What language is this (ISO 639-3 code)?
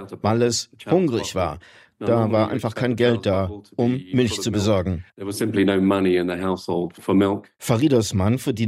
deu